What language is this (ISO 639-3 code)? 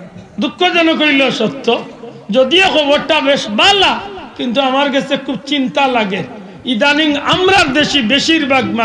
syl